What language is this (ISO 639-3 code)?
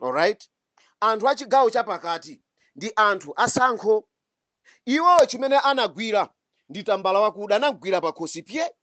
nya